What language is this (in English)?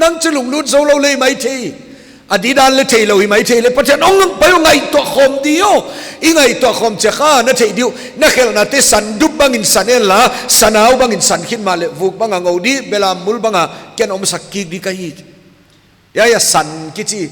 Paite Chin